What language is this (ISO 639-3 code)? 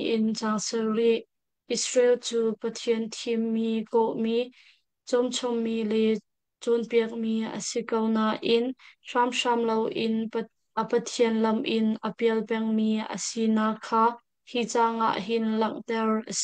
cnh